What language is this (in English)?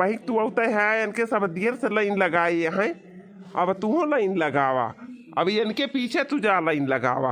Awadhi